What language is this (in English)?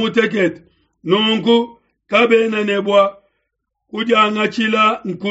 Luba-Lulua